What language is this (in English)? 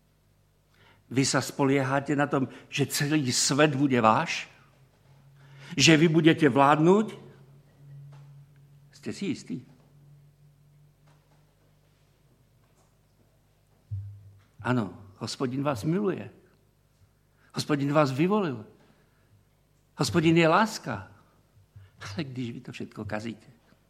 Slovak